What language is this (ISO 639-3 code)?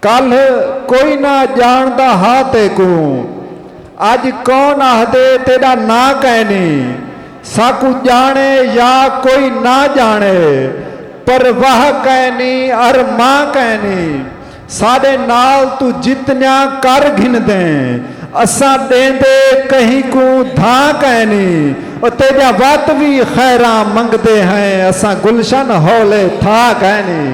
skr